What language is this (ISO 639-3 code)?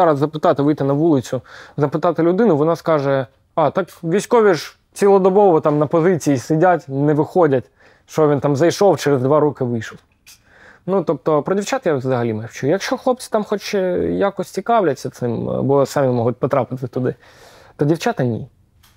ukr